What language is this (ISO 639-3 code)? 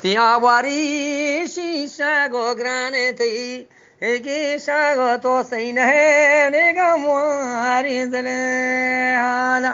bgp